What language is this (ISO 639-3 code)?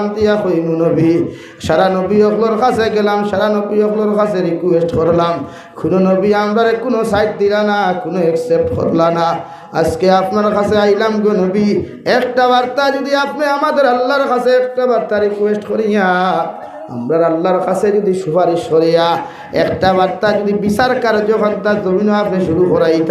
syl